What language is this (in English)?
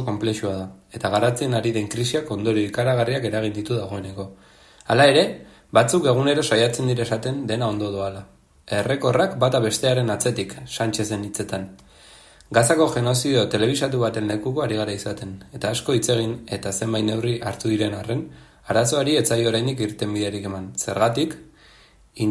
Basque